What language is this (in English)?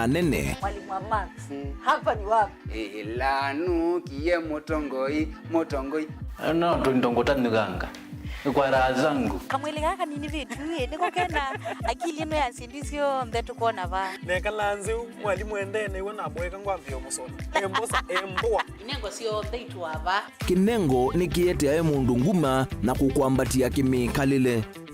Kamba